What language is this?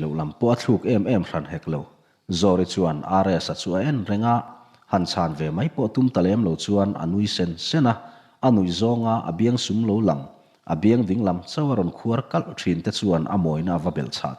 Mizo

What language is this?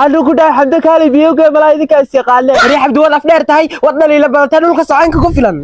Somali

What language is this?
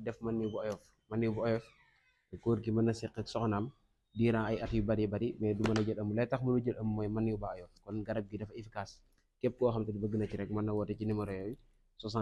Wolof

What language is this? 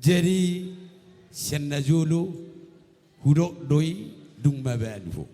Batak Toba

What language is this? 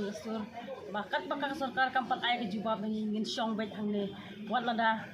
Khasi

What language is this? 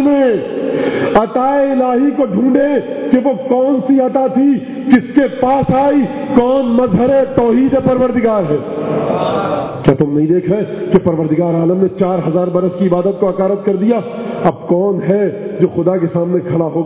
Urdu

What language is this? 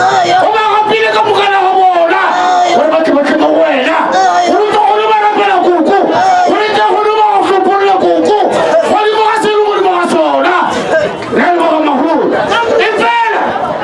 Northern Sotho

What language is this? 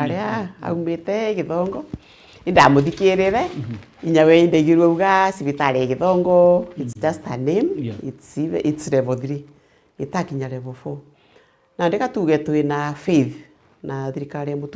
Meru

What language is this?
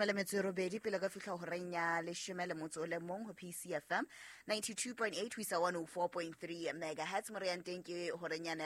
Southern Sotho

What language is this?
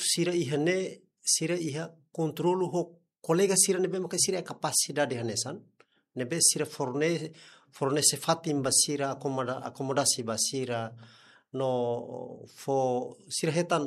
Tetum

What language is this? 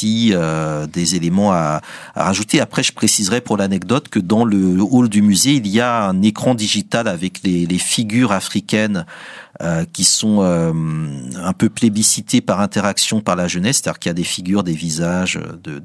French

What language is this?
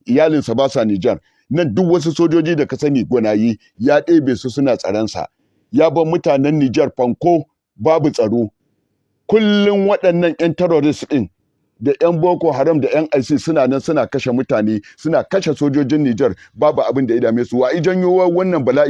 Hausa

